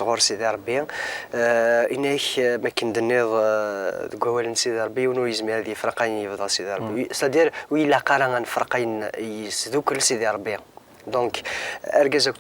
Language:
Kabyle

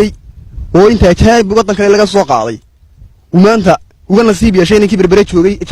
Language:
Somali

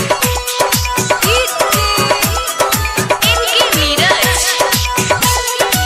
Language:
Bhojpuri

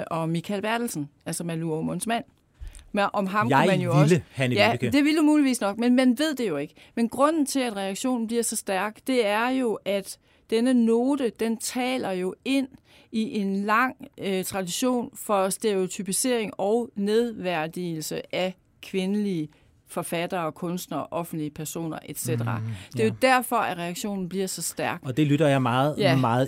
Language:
Danish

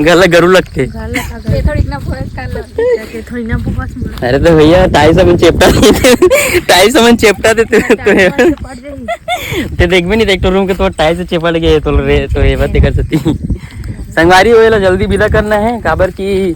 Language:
Chhattisgarhi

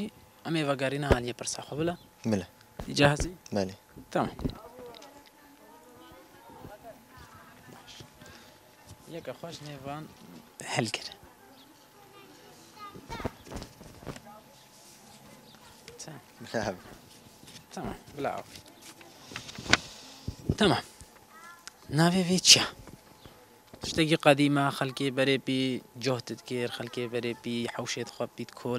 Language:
Kurdish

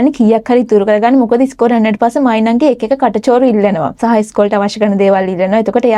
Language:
Sinhala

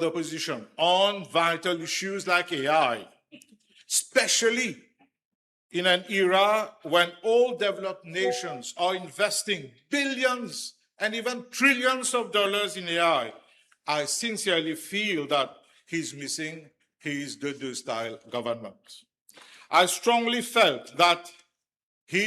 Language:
Morisyen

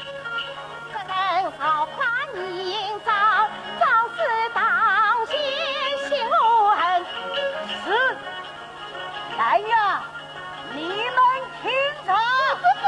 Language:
Wu Chinese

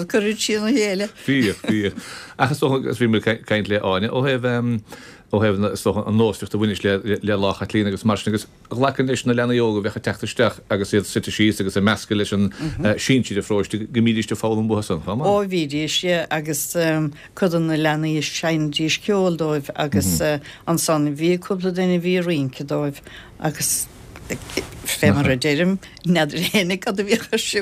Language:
Irish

